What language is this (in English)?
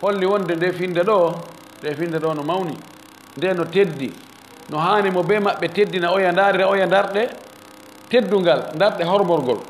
Fula